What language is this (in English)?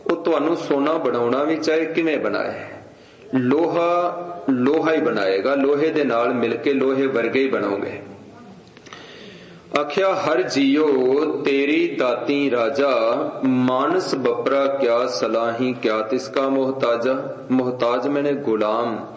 Punjabi